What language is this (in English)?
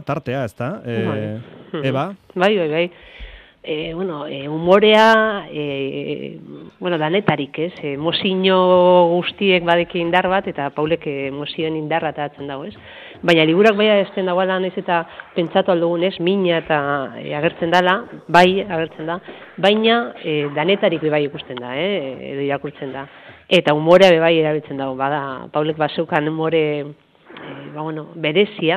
Basque